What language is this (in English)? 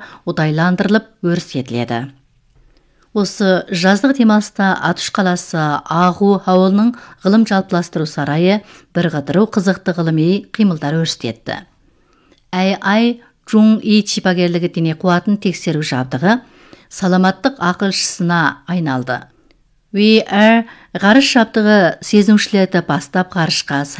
Kazakh